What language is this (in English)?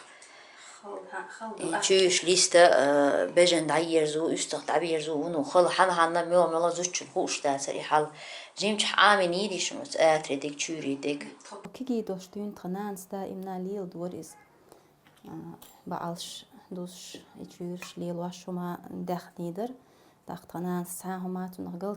Chechen